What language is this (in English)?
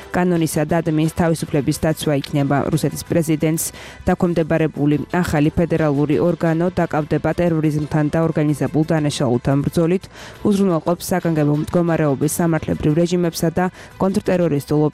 Georgian